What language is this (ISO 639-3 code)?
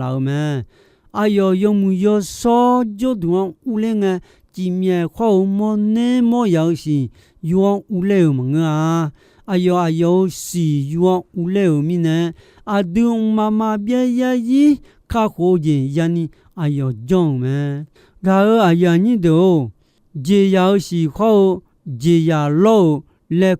ahk